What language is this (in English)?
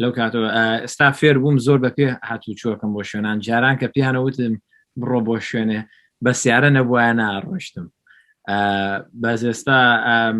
Central Kurdish